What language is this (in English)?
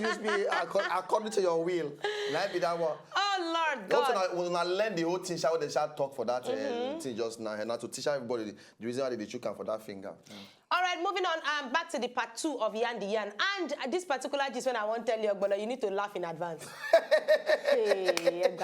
Nigerian Pidgin